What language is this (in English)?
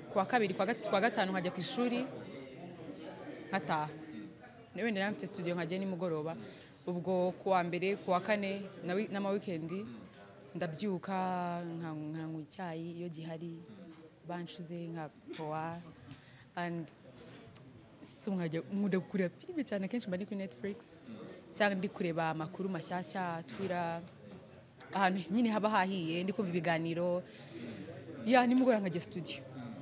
Kinyarwanda